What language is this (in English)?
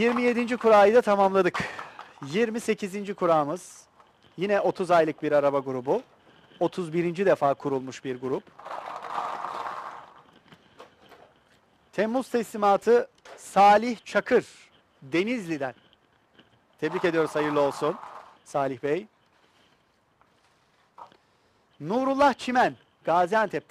Turkish